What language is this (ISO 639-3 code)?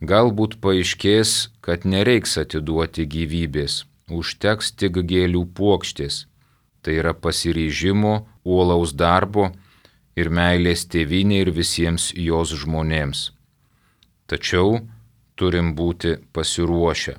lit